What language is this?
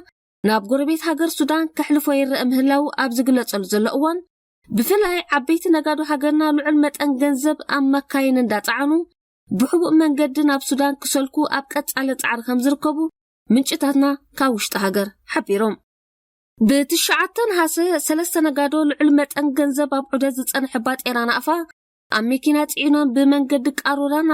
Tigrinya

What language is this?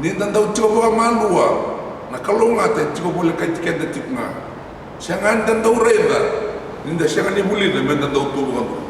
Fijian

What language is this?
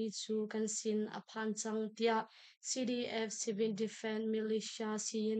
Hakha Chin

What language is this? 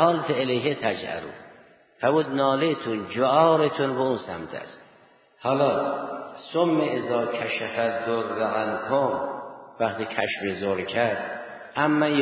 Persian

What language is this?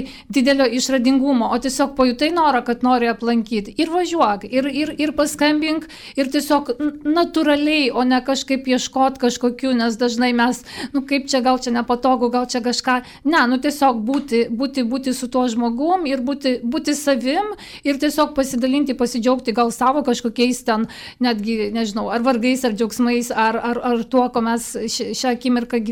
Lithuanian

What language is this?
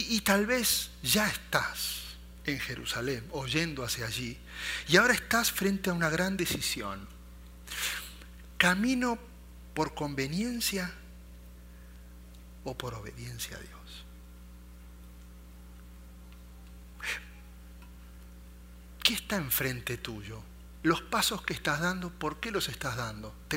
Spanish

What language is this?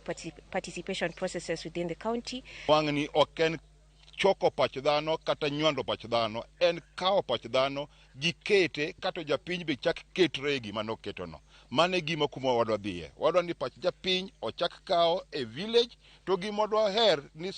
Luo (Kenya and Tanzania)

